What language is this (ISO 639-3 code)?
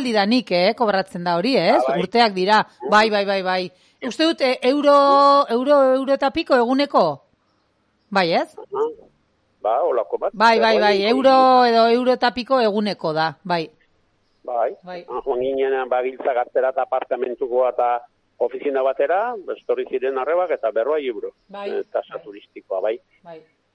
eus